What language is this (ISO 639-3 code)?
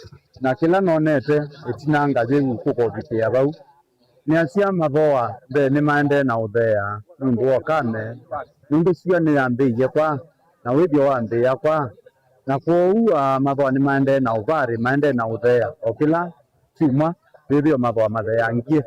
kam